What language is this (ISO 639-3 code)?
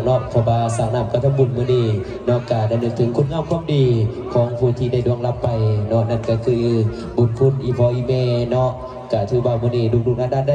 tts